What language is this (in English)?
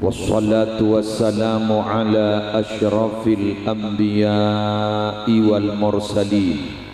Madurese